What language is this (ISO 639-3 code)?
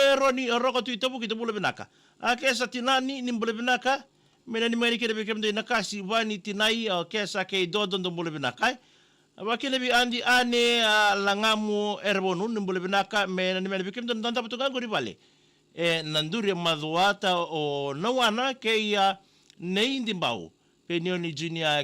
fij